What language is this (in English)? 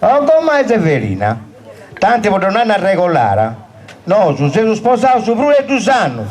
Sardinian